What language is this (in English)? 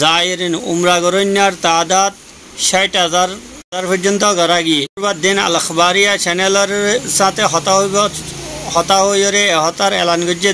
Rohingya